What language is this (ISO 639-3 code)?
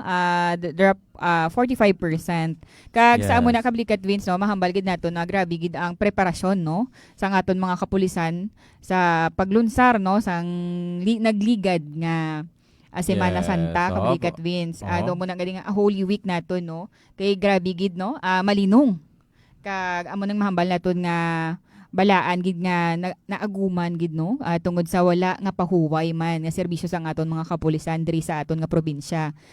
hil